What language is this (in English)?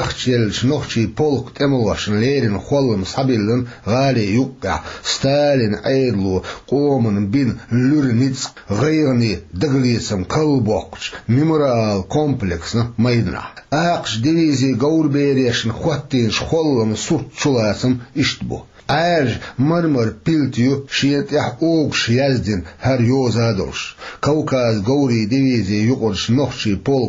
Chechen